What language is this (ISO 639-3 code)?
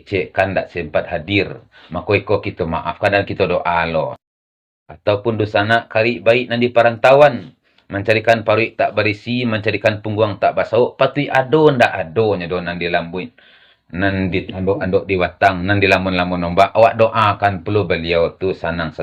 min